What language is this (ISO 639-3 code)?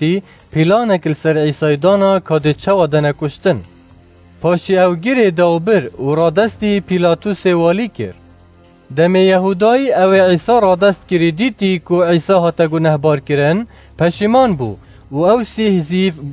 kur